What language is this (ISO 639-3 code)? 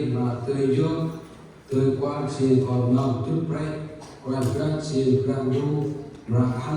cmo